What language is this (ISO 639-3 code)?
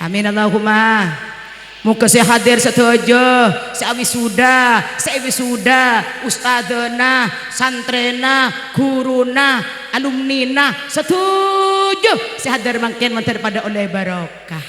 mad